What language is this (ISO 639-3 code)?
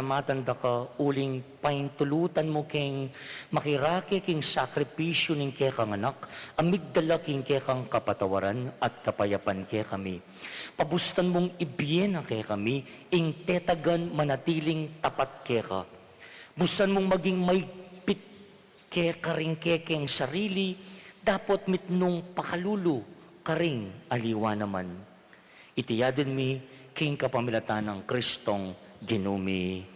pam